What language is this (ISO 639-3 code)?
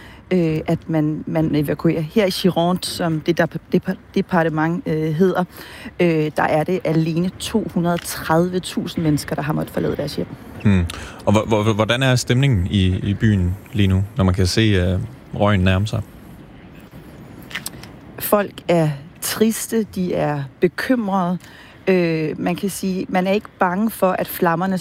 dan